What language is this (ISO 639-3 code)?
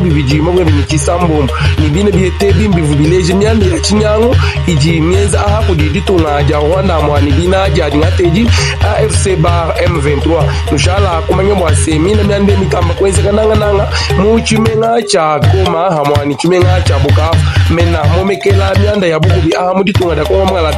lua